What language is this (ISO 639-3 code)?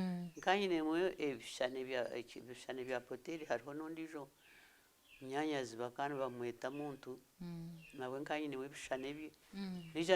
nyn